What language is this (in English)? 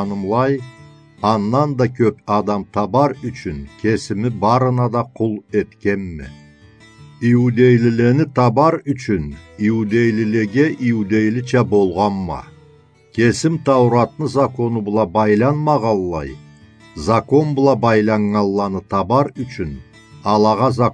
Karachay-Balkar